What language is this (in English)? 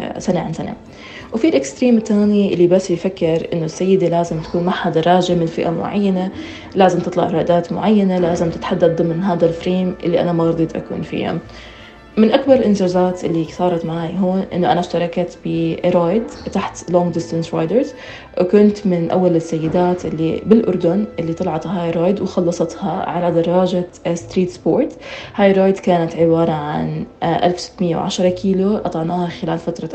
North Levantine Arabic